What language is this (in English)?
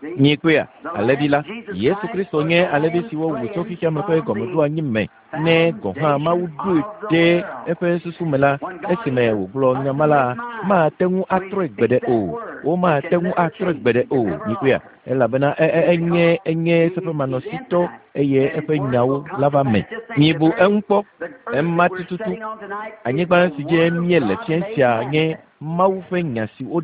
Ewe